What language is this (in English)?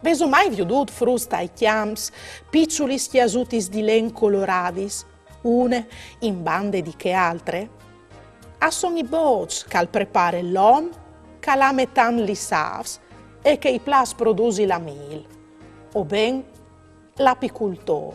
Friulian